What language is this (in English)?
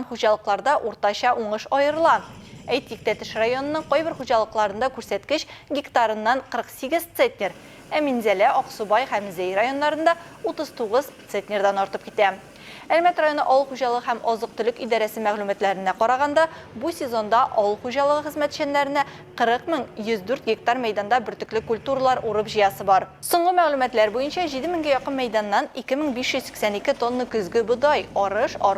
Tatar